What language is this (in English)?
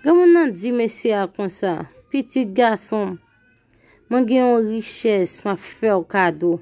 Haitian Creole